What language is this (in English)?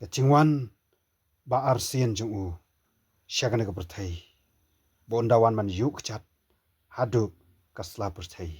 Khasi